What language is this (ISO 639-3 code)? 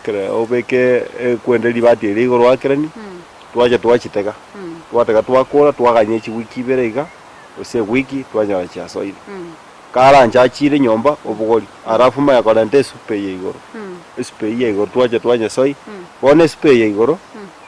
guz